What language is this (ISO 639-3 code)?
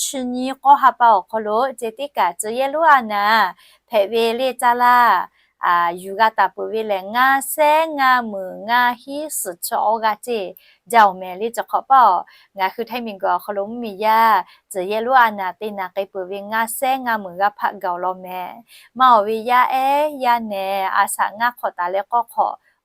lhu